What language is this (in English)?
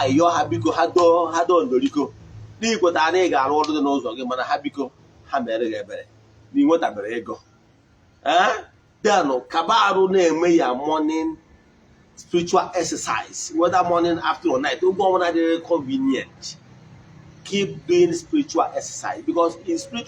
Igbo